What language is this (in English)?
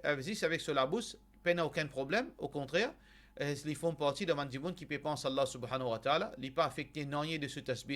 Morisyen